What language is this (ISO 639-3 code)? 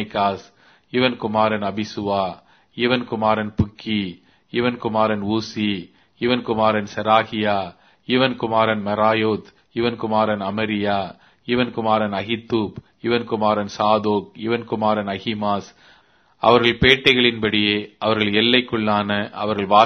tam